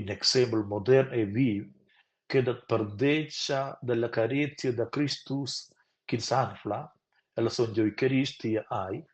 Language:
Romansh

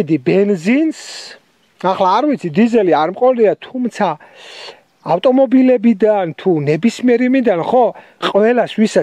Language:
Georgian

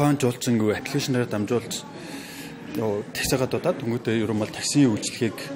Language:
Mongolian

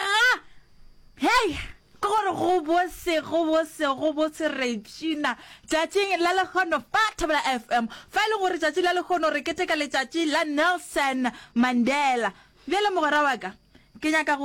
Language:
Northern Sotho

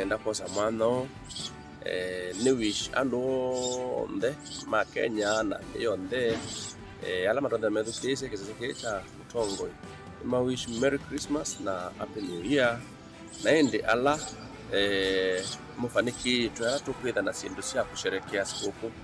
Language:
Kamba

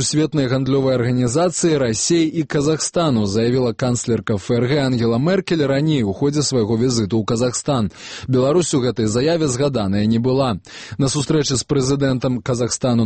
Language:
Belarusian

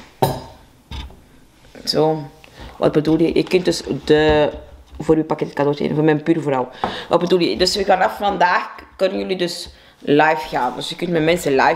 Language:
Dutch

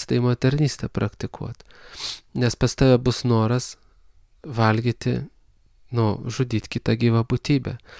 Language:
Lithuanian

